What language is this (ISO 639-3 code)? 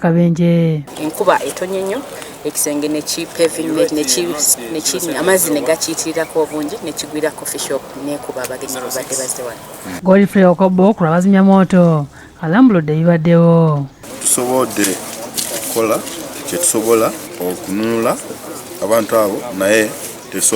lug